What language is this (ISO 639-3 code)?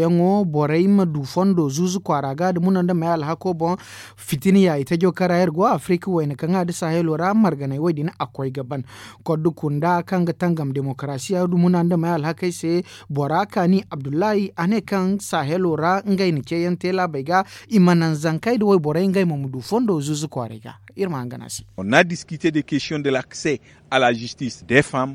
dje